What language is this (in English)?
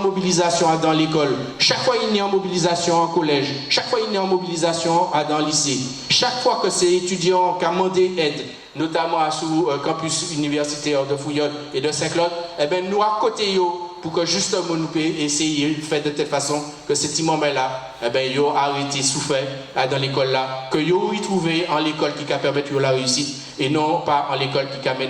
Guadeloupean Creole French